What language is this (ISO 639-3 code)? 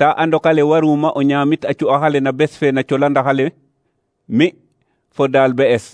srr